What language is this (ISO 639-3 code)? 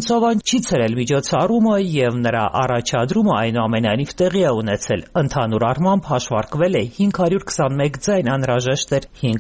hye